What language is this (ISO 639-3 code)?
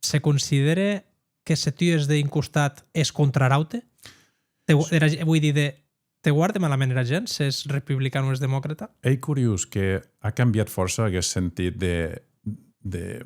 oci